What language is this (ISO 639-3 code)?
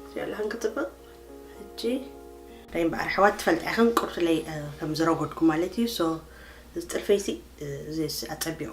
tir